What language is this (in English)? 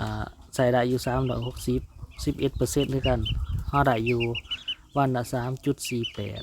Lao